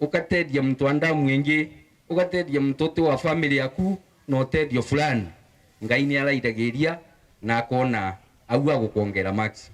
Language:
Meru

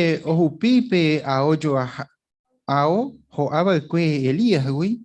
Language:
Guarani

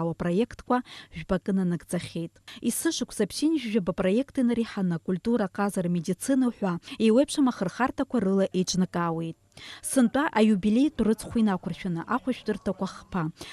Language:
Abkhazian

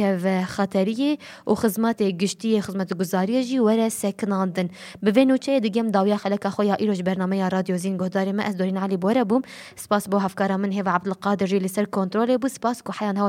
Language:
Kurdish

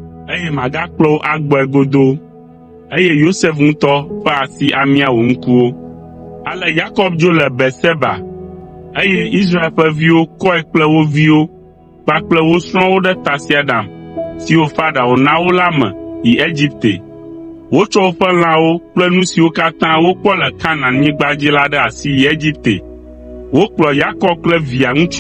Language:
Ewe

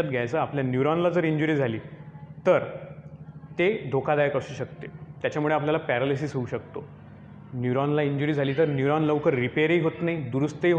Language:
Marathi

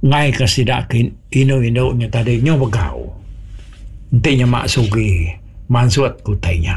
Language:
Iban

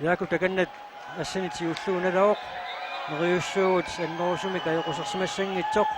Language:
Kalaallisut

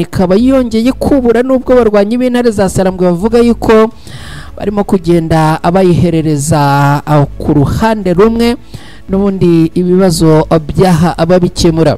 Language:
Kinyarwanda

